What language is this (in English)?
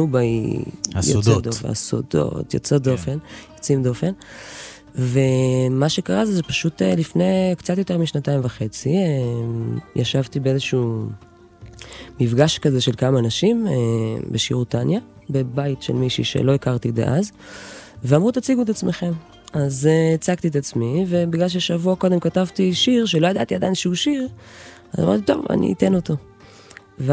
Hebrew